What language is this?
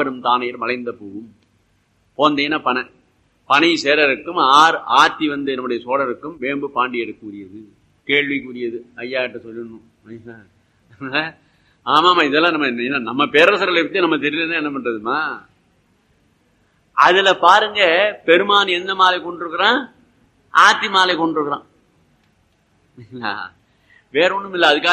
Tamil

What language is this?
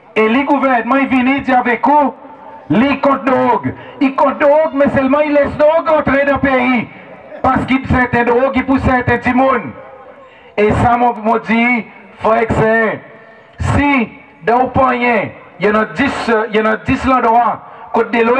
Seselwa Creole French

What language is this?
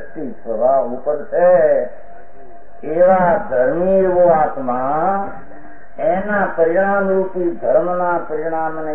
Gujarati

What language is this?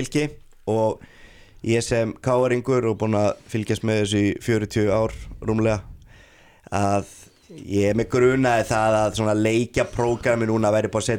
Icelandic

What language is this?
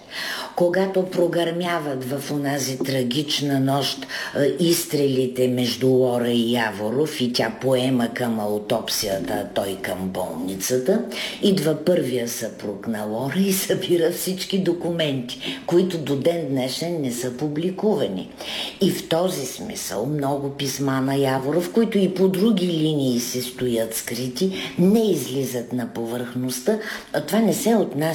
Bulgarian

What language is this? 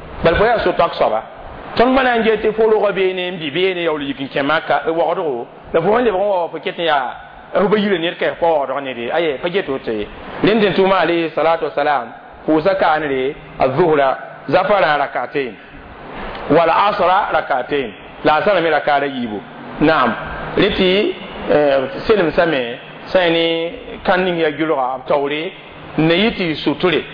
Mossi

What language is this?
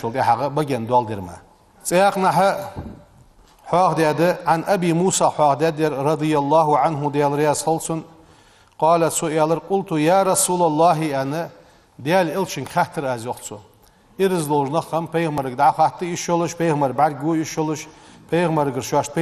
Ingush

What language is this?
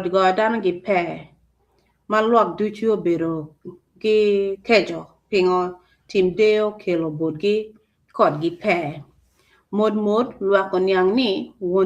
Acoli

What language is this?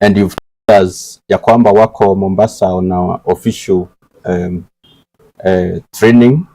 Meru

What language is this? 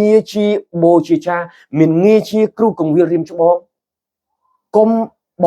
Khmer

